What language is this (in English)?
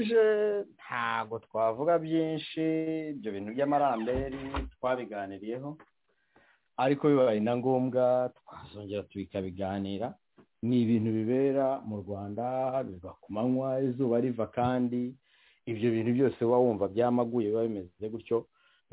Kinyarwanda